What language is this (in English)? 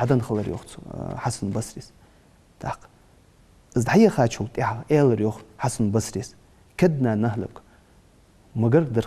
Ingush